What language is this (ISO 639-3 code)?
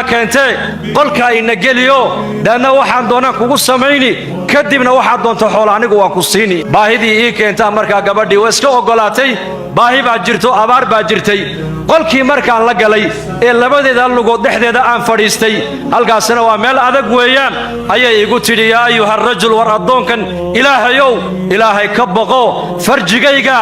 som